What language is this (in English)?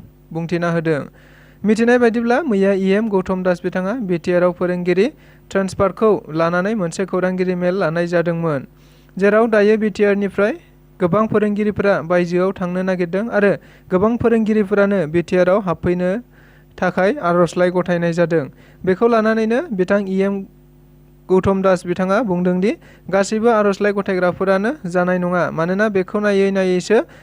Bodo